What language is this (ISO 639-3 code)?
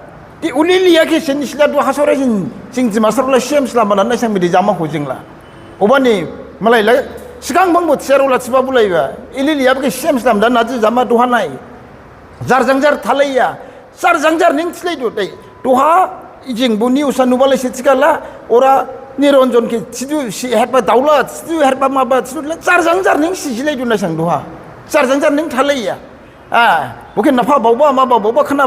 dis